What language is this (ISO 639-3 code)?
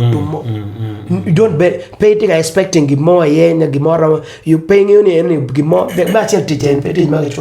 ach